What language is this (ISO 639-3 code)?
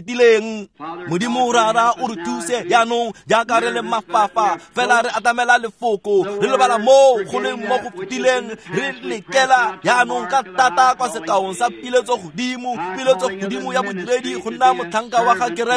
tsn